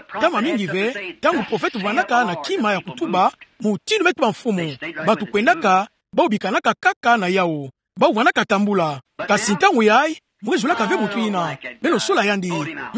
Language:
Kituba (Democratic Republic of Congo)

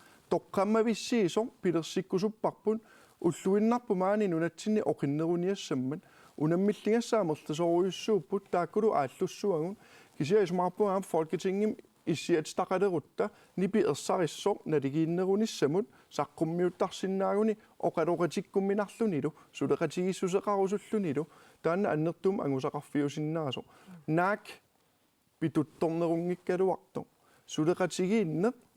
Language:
Kalaallisut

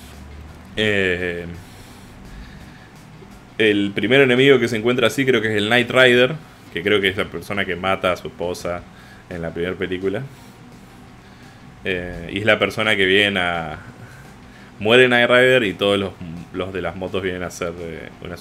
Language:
Spanish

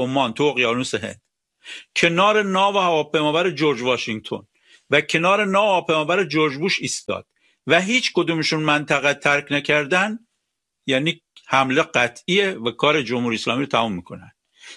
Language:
Persian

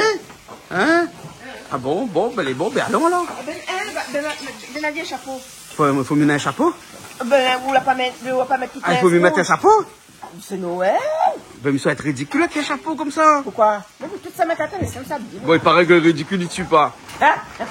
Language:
Réunion Creole French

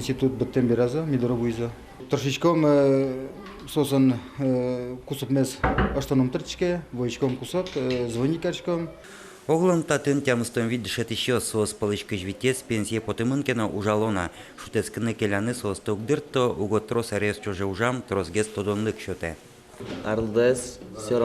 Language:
Udmurt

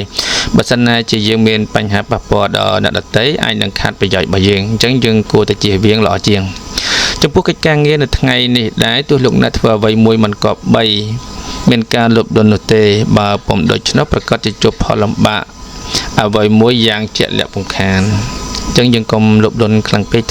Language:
Khmer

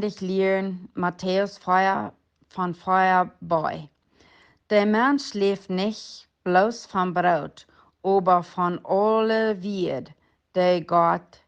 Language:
Plautdietsch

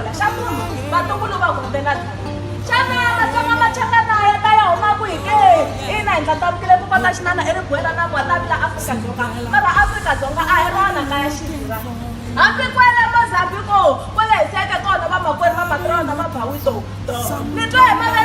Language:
Tsonga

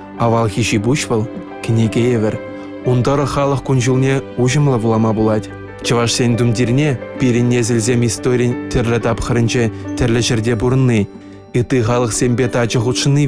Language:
Chuvash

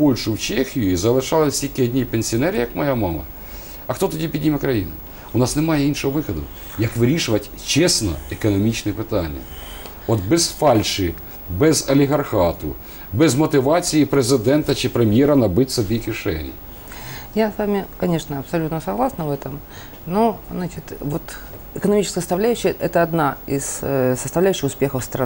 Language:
Ukrainian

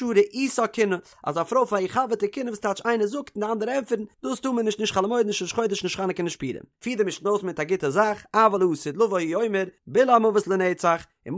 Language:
Yiddish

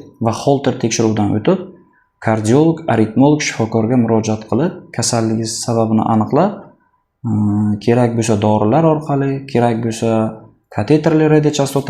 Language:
Uzbek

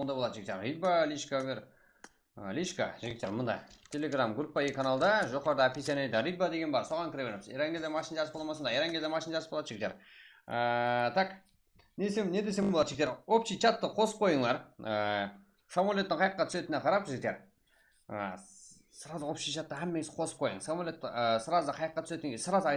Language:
Kara-Kalpak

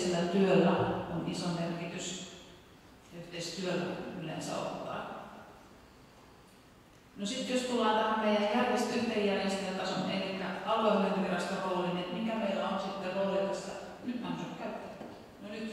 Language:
Finnish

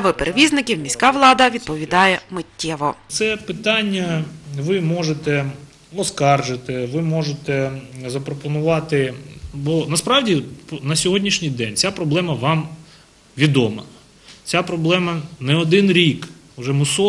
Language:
Ukrainian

